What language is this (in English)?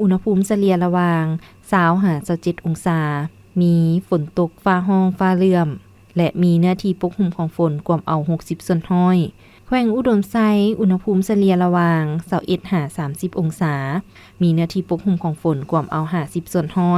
Lao